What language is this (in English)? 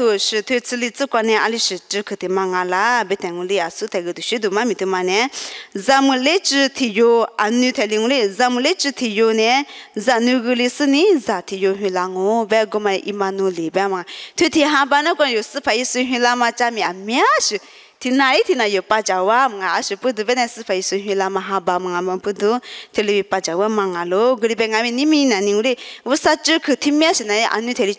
Lisu